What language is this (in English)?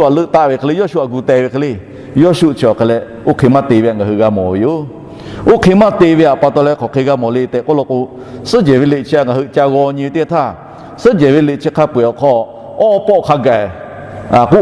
Lahu